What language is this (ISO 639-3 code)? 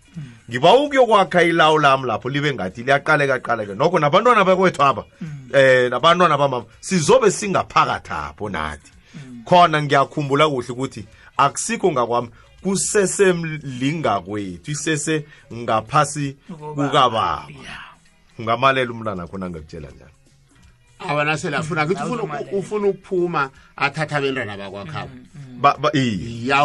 nbl